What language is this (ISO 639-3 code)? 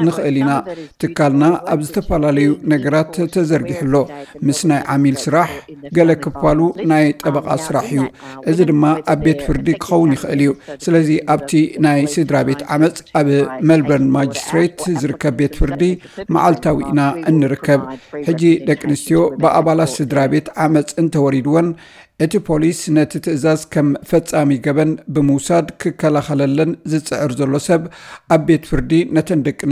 tir